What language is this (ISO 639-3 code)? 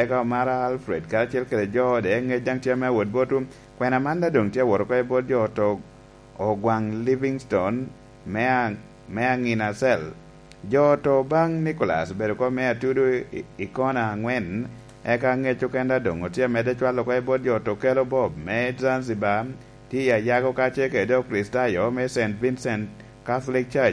laj